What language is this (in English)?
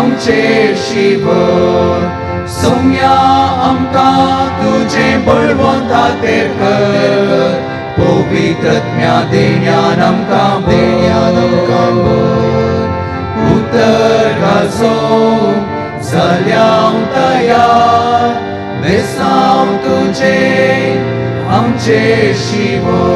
Konkani